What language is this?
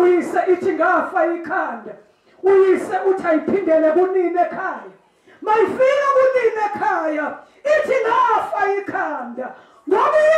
Zulu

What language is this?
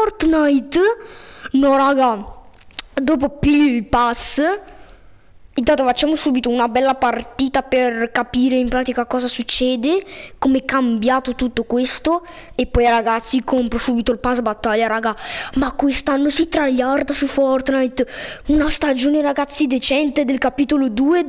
Italian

